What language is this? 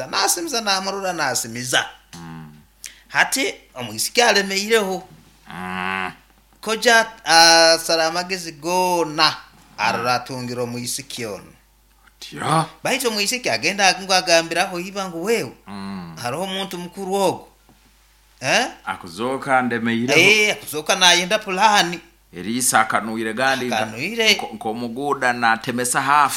Nyoro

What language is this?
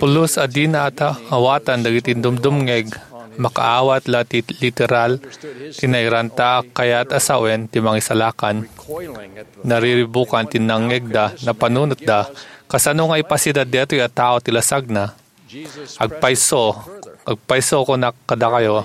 Iloko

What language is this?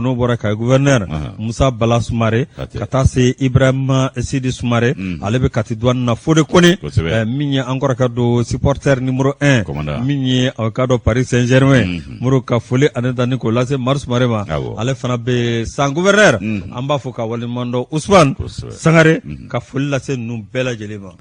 Bambara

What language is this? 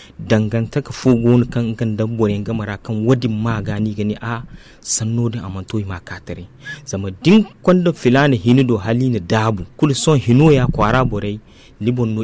Zarma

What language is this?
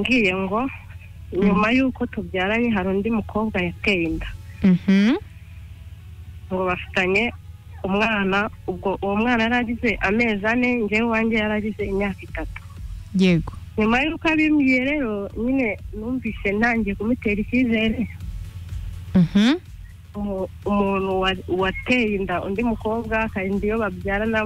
Kinyarwanda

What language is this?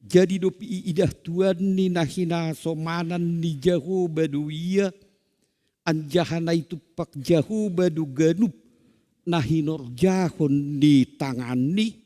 Batak Simalungun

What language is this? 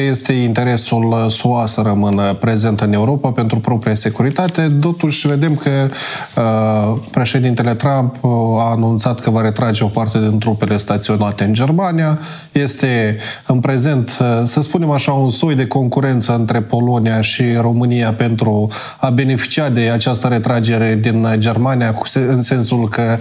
Romanian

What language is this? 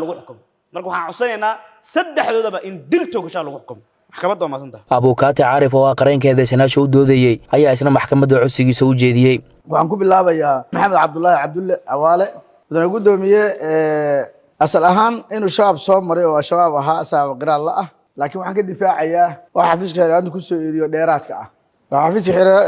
Somali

